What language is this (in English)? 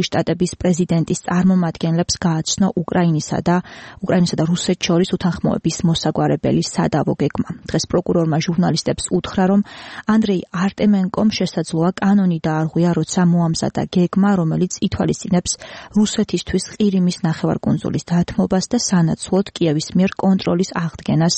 Georgian